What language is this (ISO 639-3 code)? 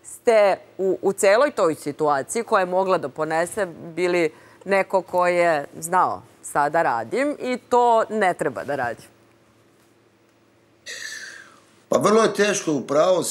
srp